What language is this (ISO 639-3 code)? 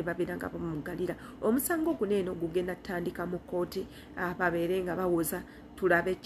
lug